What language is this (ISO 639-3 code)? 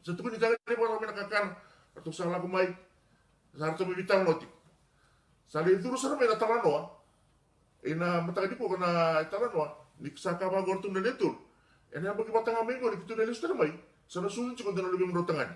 fij